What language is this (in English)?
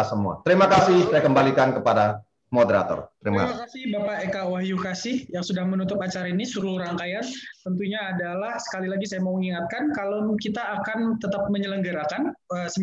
Indonesian